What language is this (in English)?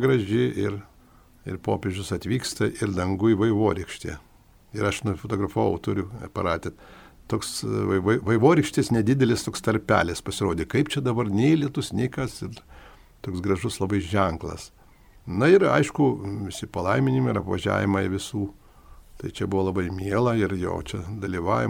Lithuanian